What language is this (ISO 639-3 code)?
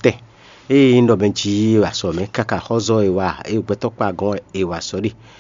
fon